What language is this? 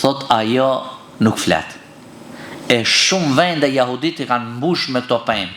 Albanian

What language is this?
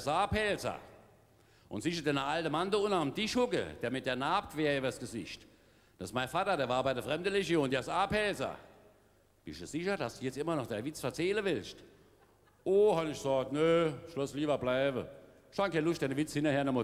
Palatine German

